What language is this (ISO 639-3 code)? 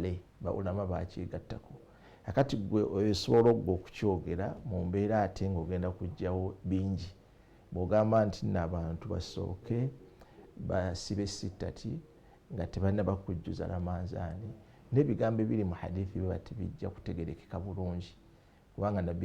lug